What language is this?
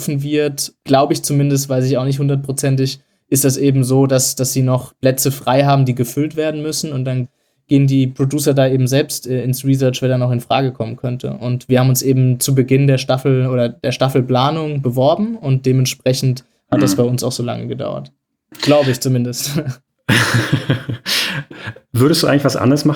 German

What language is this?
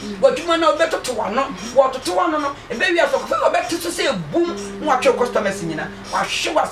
Akan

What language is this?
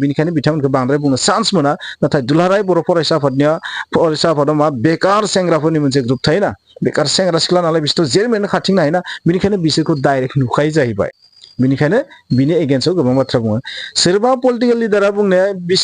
Bodo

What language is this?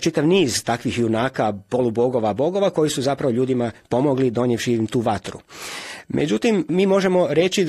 Croatian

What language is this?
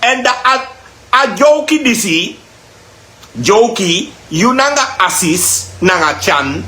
Sranan Tongo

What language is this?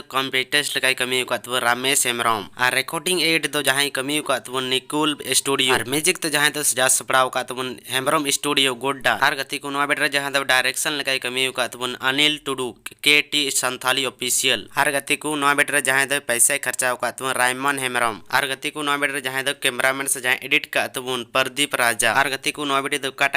Santali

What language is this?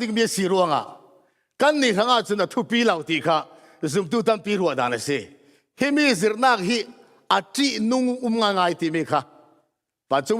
Falam Chin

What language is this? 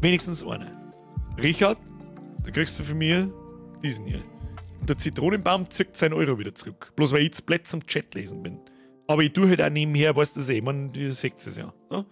Bavarian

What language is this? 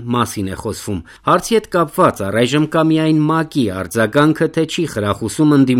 Armenian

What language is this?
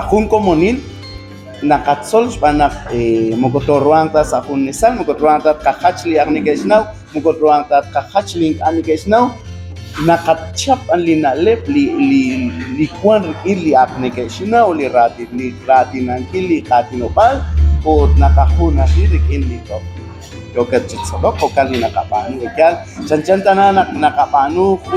Kekchí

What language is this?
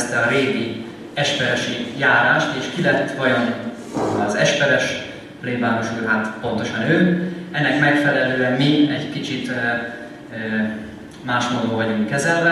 Hungarian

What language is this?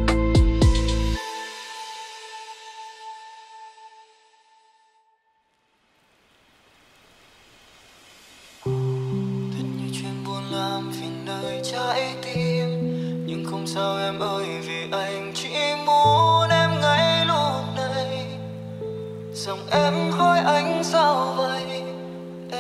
Vietnamese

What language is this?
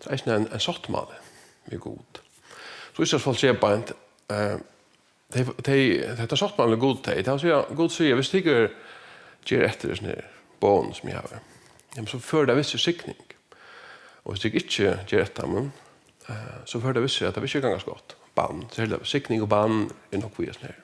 Faroese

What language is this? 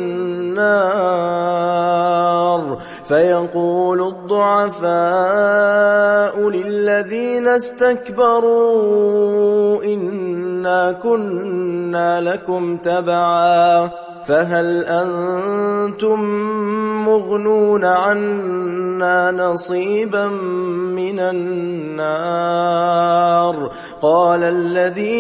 Arabic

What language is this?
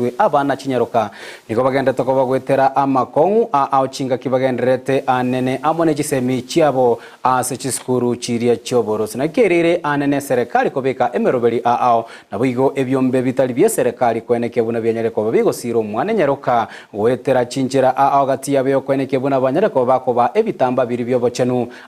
Gusii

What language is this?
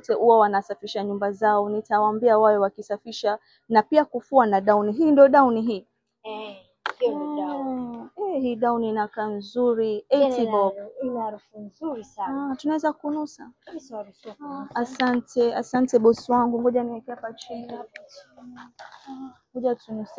Swahili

